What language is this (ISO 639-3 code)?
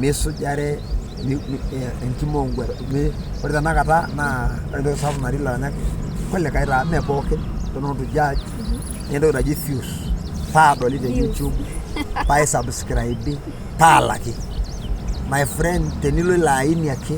mas